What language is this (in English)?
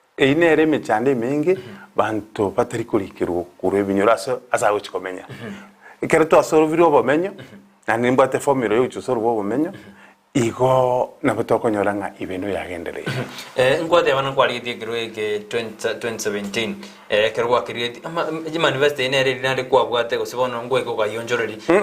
Gusii